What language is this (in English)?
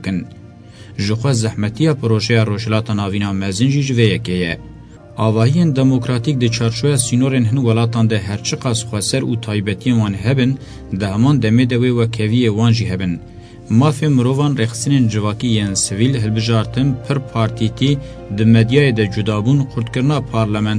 Kurdish